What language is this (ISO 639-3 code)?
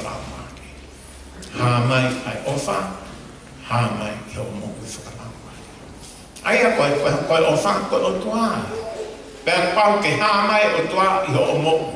ton